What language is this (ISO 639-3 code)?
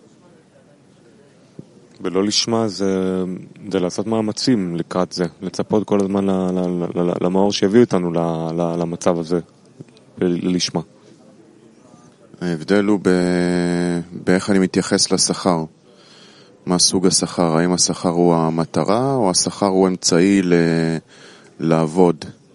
heb